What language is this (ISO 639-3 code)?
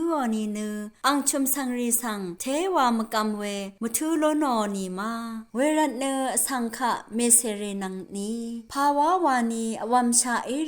raw